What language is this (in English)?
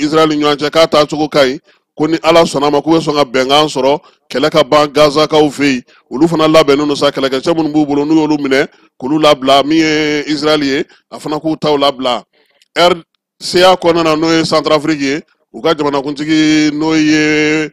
Bambara